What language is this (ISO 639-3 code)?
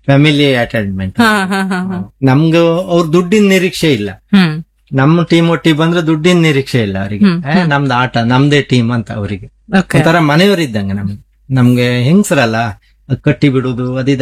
kan